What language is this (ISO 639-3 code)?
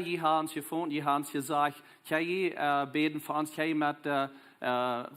pdt